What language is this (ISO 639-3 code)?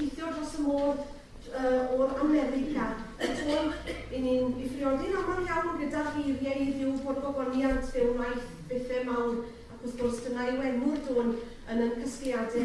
cym